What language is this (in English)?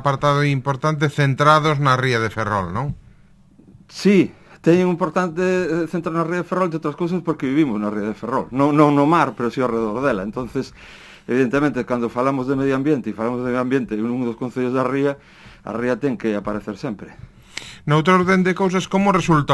Galician